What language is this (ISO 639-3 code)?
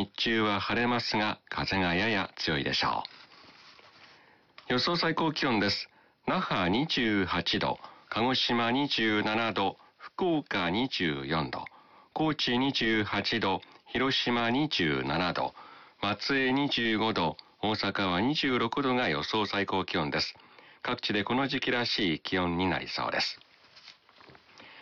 jpn